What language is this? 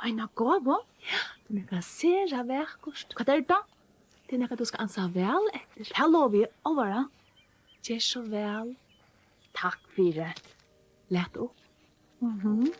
Faroese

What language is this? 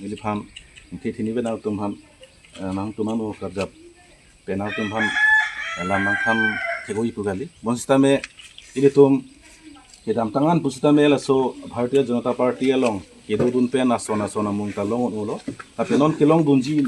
Karbi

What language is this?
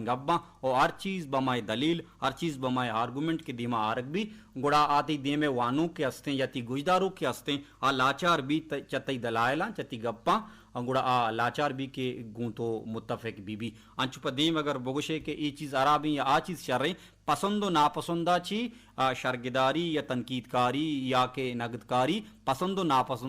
Baluchi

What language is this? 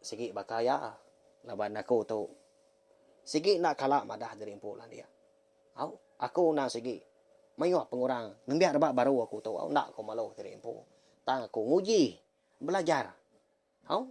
Iban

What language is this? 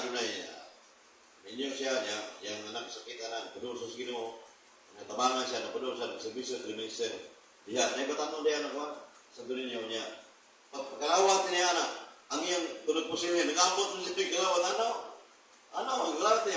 Cebuano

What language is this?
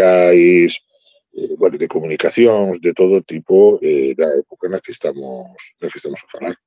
Galician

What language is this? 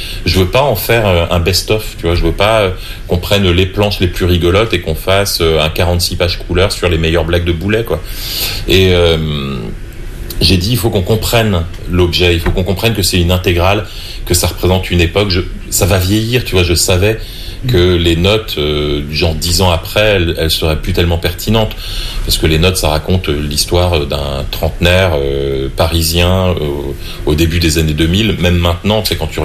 French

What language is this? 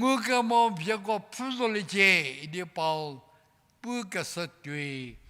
Angami Naga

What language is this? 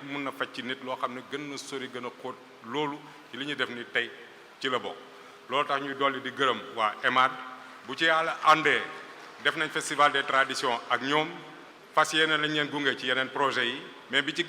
Wolof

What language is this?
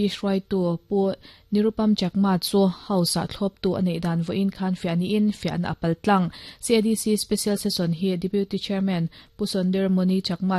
Mizo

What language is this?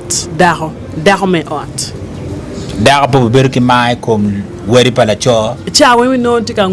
Acoli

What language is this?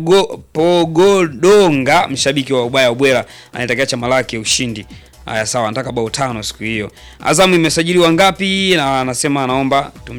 Swahili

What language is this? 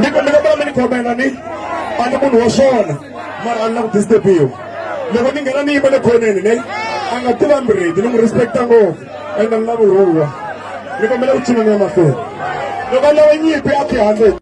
Tsonga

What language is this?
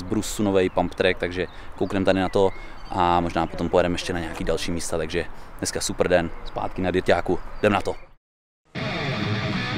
Czech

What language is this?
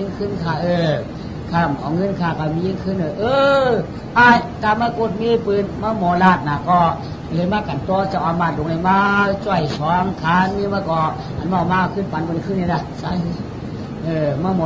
Shan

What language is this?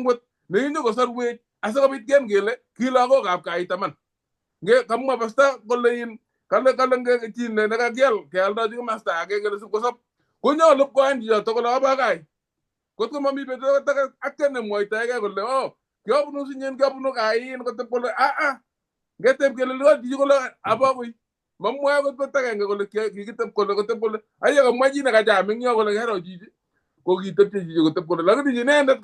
Kalenjin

